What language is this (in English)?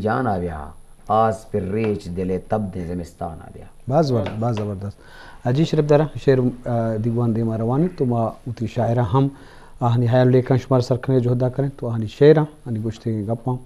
Eastern Balochi